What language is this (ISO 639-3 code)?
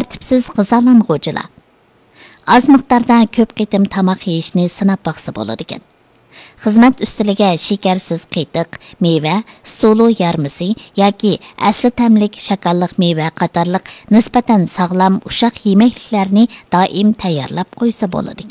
uig